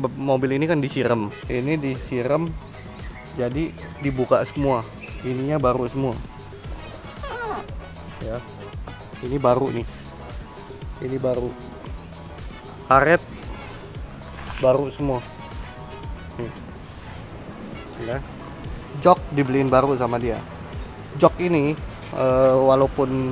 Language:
Indonesian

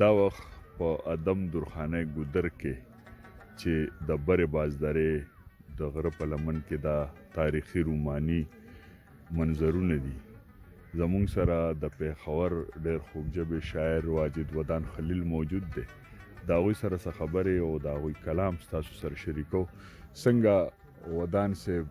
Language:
Pashto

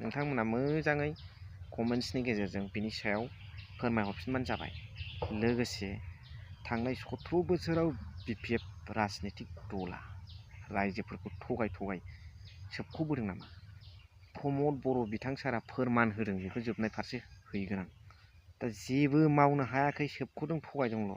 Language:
Bodo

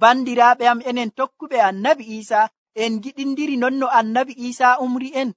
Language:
Nigerian Fulfulde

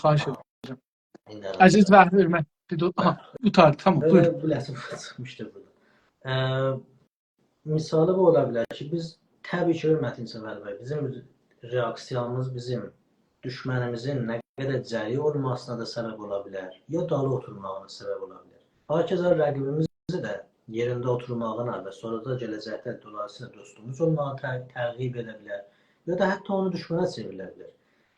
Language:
South Azerbaijani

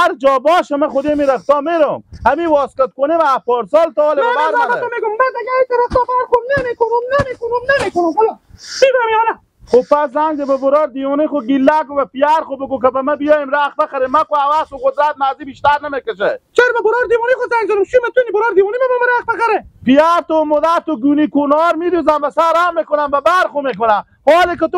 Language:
Persian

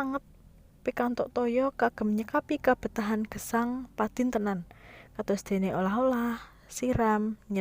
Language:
Javanese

